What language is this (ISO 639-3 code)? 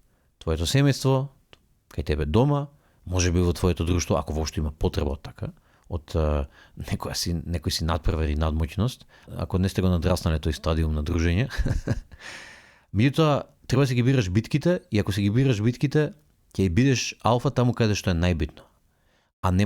mkd